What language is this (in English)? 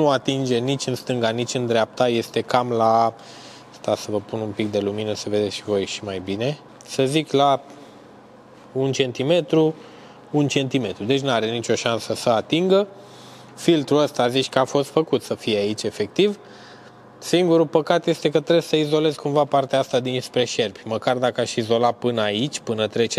Romanian